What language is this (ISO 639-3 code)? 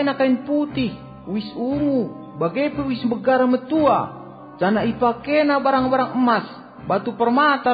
btx